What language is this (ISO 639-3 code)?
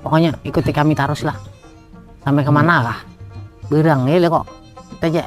bjn